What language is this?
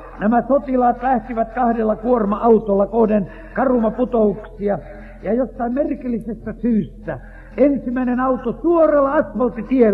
Finnish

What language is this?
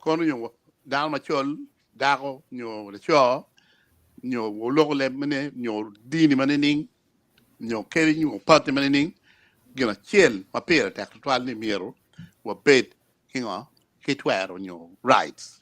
Acoli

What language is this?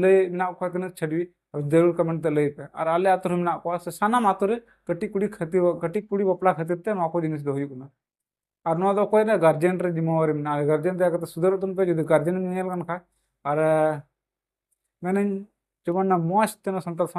Santali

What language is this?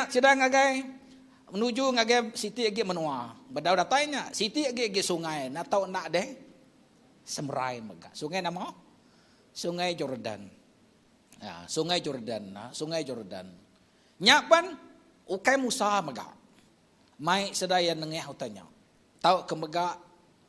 Iban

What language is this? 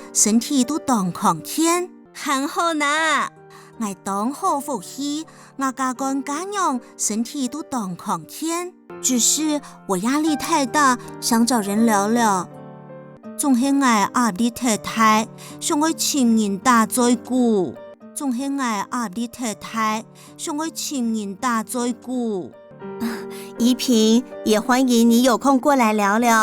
Hakka Chinese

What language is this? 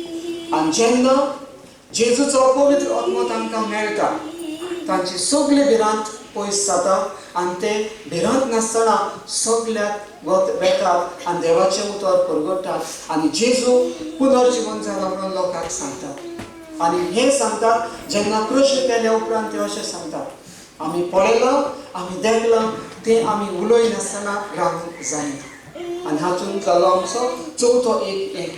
Konkani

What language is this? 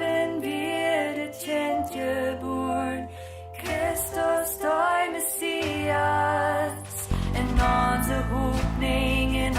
Plautdietsch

